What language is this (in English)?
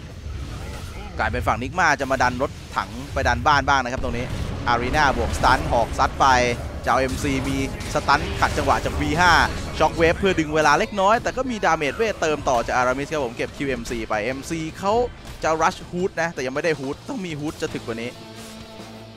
Thai